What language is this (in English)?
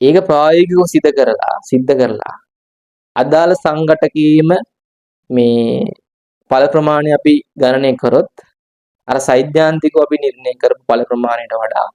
Sinhala